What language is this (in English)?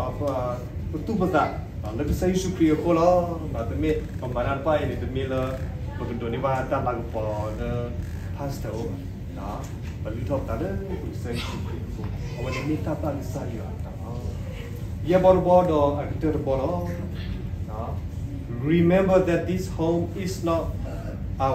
S'gaw Karen